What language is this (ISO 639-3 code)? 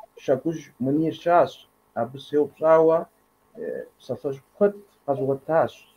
kbd